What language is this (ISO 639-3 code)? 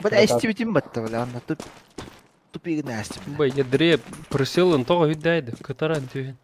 sah